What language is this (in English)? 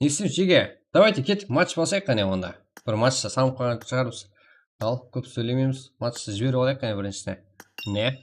Kara-Kalpak